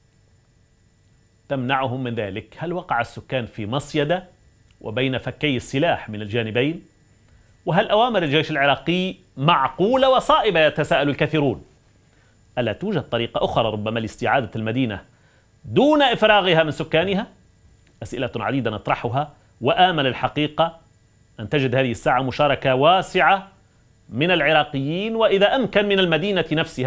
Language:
Arabic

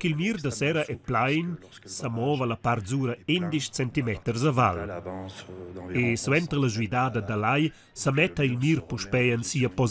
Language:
Romansh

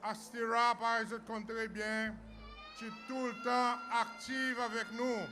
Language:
Seselwa Creole French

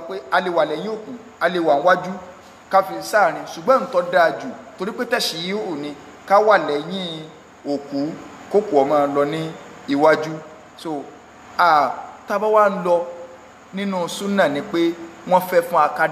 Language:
Yoruba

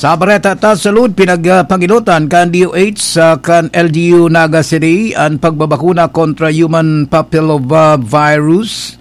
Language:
Bikol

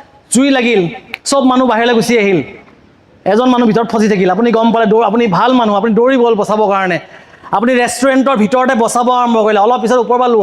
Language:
Assamese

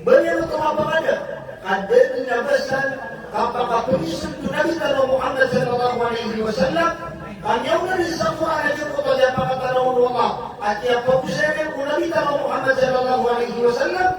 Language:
Maranao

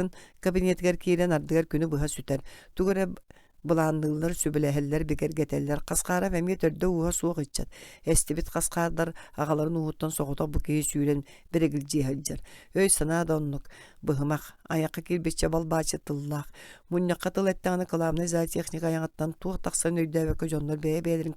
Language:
Yakut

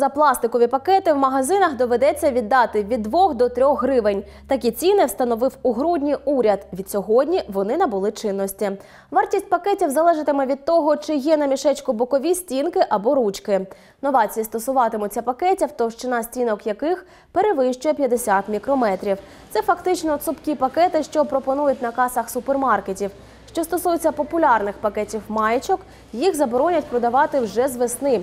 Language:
Ukrainian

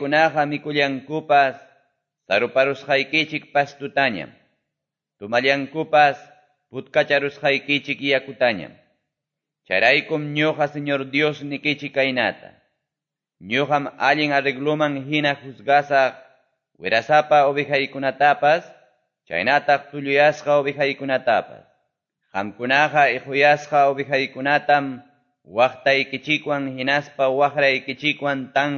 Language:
Quechua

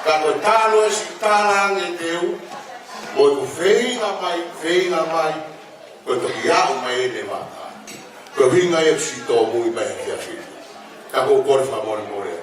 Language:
Tongan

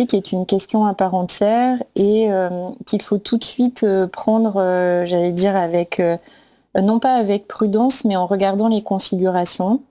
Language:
French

